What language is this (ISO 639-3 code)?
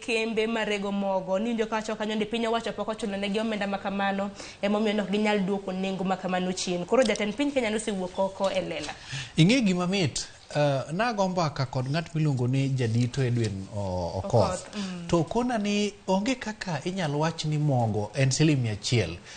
luo